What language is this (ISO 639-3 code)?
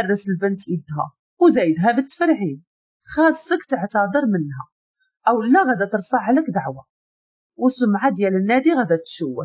ary